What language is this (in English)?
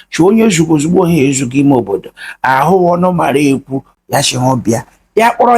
Igbo